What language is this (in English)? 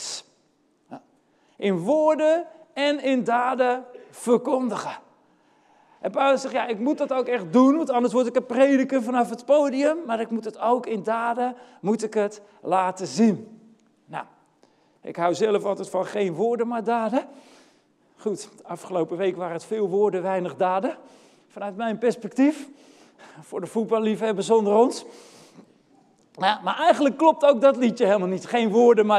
Dutch